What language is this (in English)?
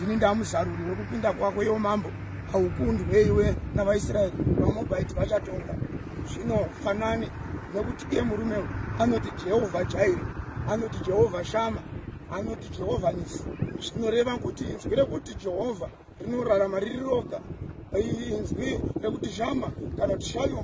Shona